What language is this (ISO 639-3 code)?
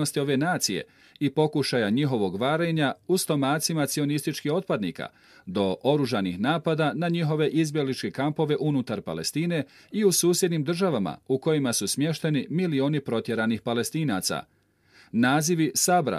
bos